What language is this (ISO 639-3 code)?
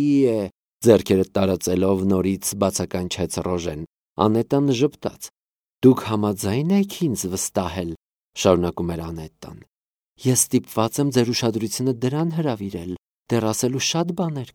hye